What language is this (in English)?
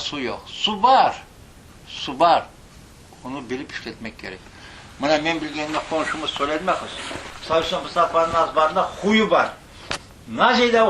Crimean Tatar